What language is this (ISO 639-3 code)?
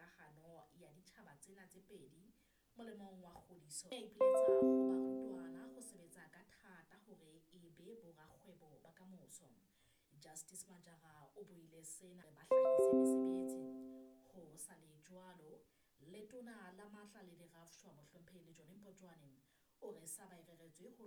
sot